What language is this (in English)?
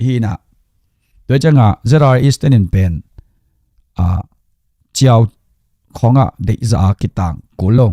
Tedim Chin